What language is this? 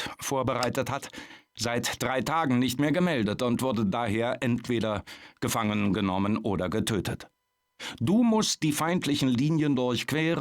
Bavarian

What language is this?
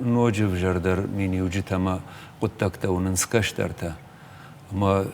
Ossetic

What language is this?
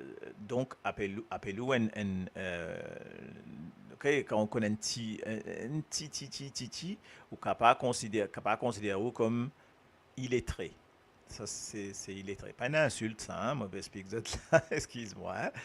Morisyen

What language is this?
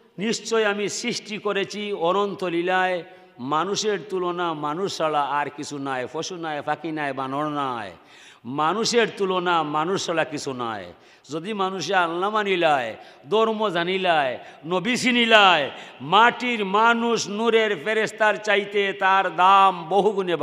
Sylheti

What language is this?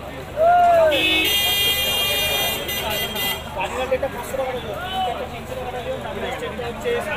Bangla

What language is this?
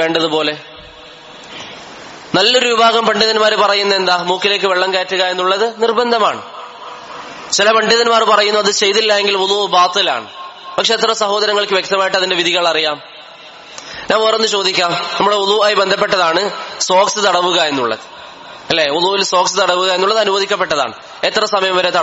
Malayalam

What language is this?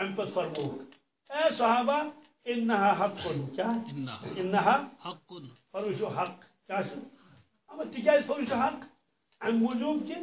Kashmiri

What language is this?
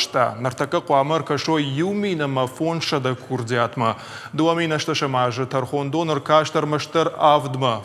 Ossetic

